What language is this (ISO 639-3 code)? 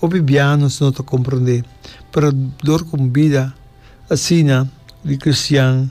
pap